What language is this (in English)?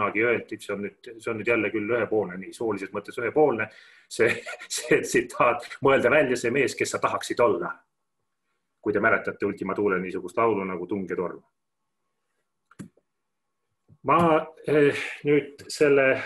Estonian